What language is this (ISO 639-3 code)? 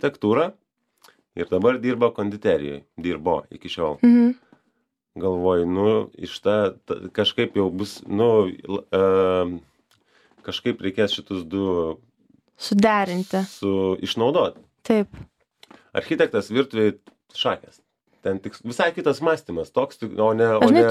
lit